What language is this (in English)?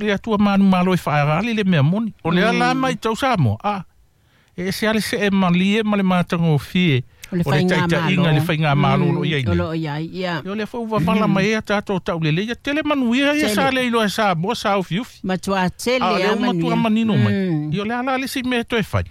Samoan